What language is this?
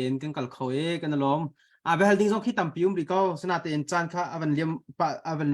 Hakha Chin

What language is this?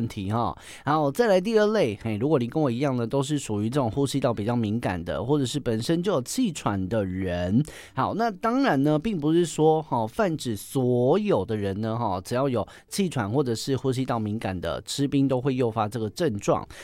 Chinese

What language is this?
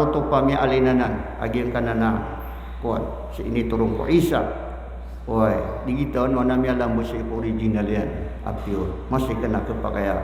Maranao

